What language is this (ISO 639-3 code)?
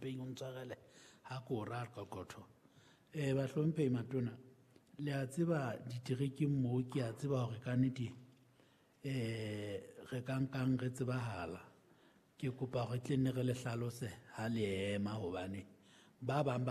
sot